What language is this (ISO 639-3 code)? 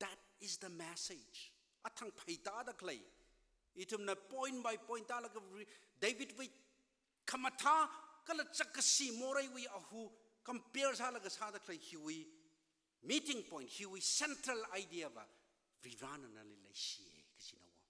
nmf